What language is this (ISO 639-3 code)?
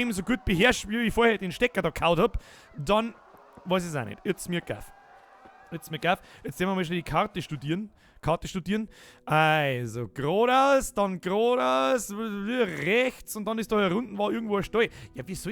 bar